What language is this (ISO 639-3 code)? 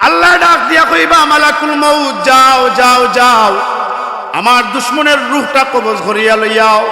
syl